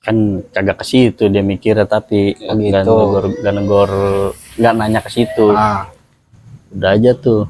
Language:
Betawi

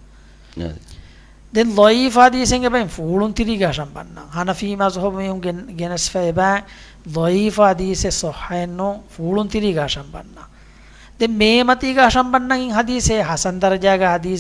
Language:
Divehi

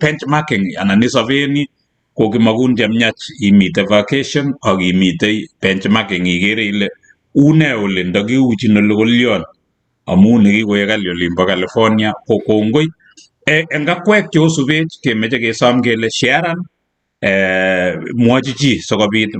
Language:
Kalenjin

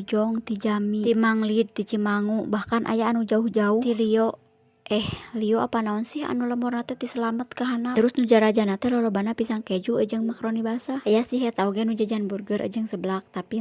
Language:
Sundanese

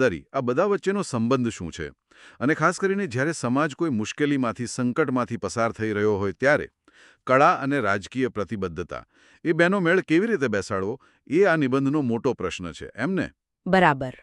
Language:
Gujarati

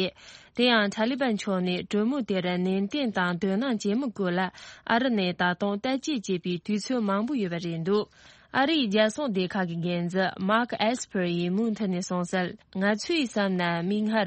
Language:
Tibetan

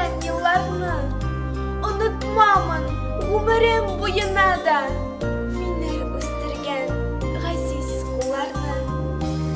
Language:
Bashkir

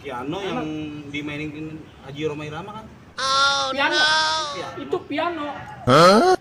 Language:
Betawi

